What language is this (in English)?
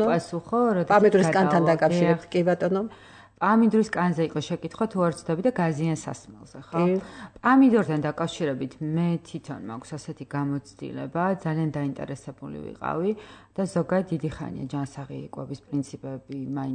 Georgian